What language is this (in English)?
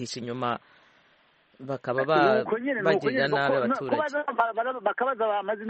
Kinyarwanda